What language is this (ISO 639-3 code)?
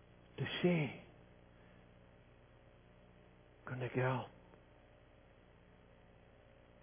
afr